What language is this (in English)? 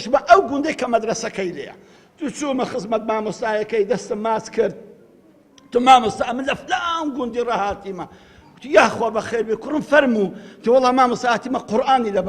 Central Kurdish